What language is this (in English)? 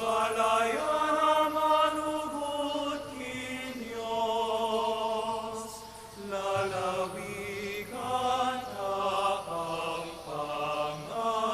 Pampanga